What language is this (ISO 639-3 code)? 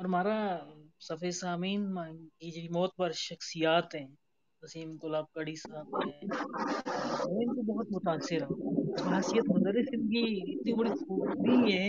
gju